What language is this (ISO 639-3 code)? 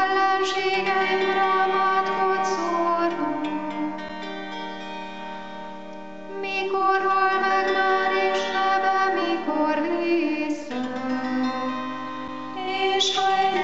hun